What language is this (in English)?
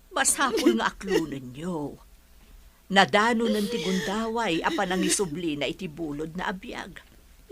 Iloko